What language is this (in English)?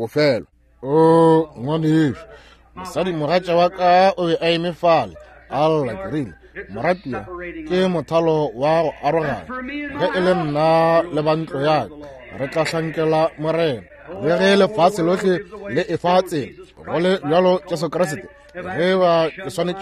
Northern Sotho